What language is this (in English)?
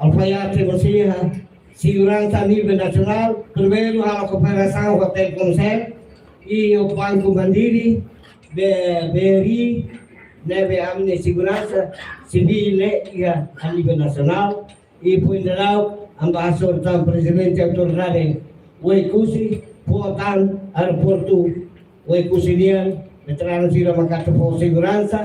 Tetum